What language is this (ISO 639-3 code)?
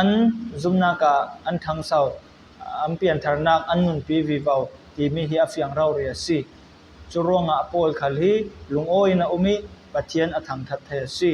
cfm